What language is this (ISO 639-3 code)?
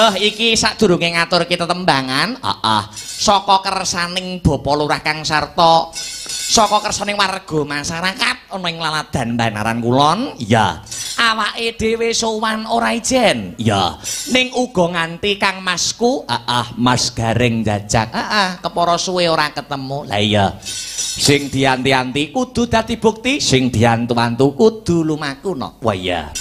jav